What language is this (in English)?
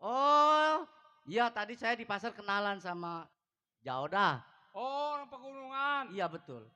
Betawi